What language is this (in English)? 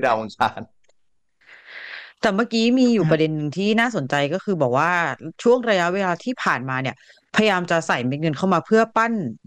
Thai